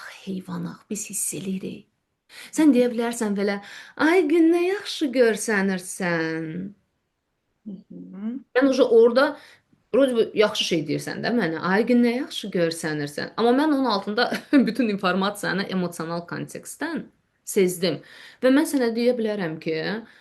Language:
Azerbaijani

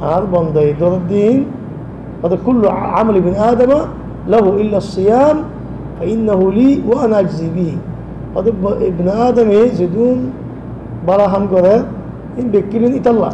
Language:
Rohingya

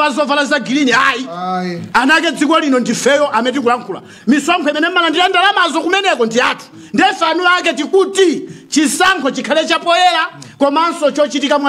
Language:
Nyanja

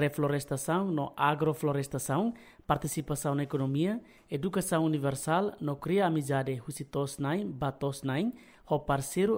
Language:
Tetum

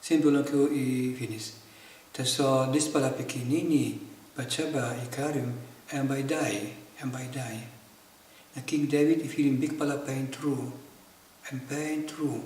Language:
Tok Pisin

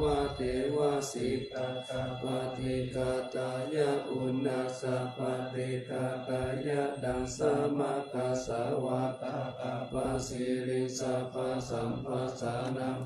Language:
Pali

